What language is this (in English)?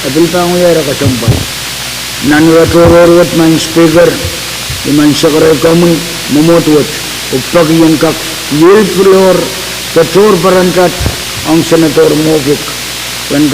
Pohnpeian